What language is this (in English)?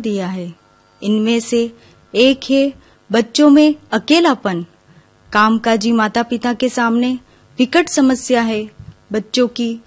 Hindi